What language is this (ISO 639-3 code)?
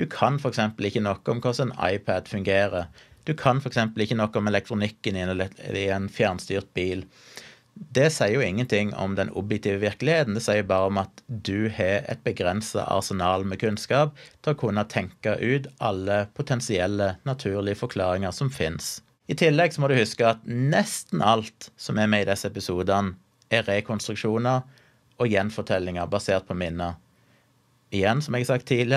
nor